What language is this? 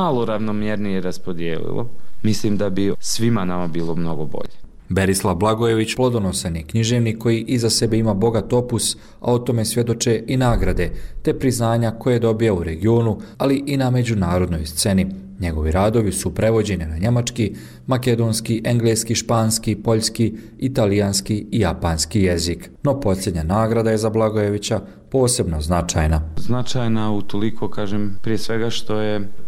Bosnian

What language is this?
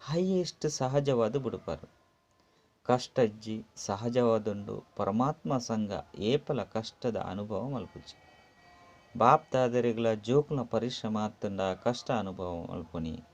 Tulu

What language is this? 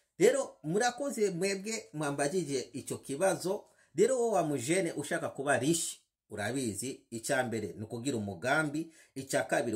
Rundi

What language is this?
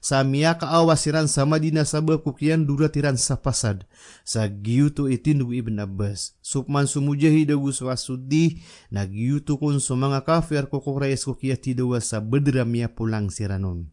Maranao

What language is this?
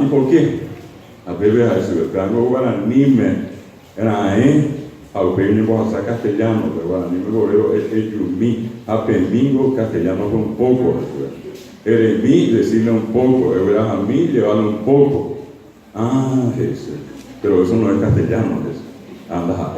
Guarani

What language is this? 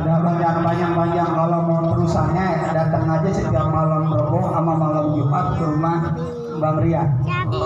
Betawi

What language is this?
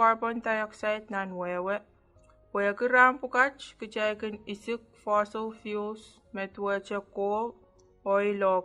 Pohnpeian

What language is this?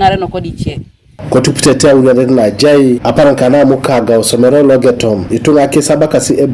Teso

